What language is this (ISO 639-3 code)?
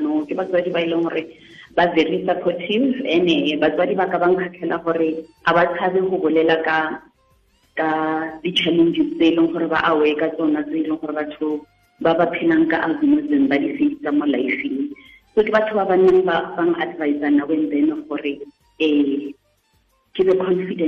tsn